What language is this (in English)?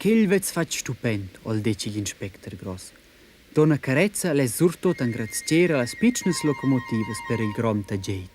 Romansh